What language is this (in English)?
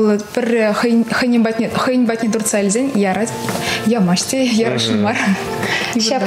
Chuvash